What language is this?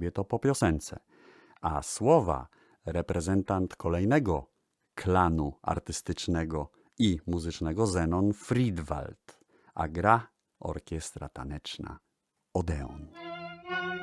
Polish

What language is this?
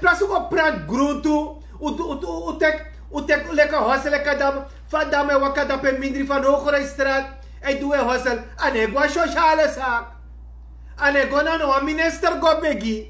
Sranan Tongo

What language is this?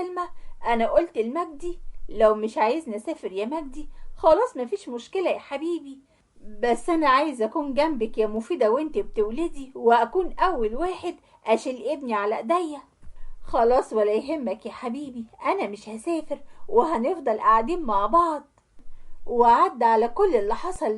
Egyptian Arabic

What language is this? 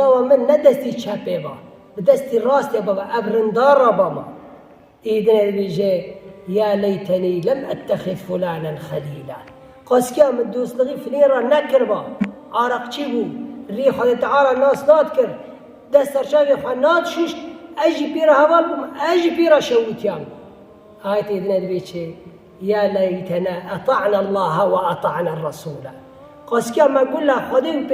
Kurdish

